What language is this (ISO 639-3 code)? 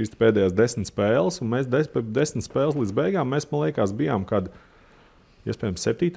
lav